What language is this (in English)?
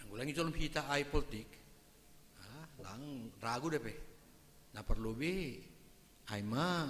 Batak Simalungun